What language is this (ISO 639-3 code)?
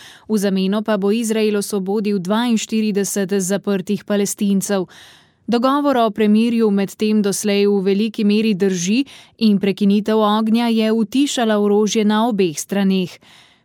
slv